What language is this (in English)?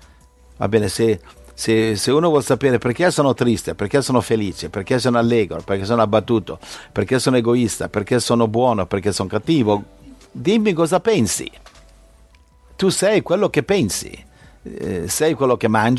Italian